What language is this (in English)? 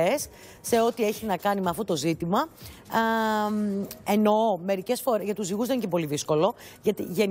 Greek